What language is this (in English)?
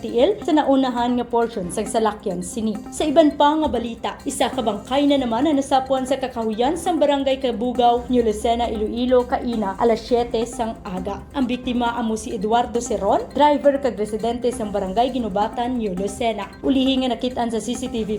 Hiligaynon